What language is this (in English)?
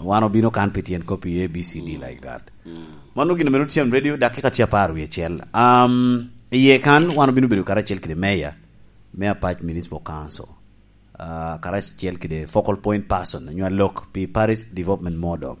Lango (Uganda)